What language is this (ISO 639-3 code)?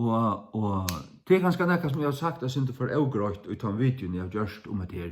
fao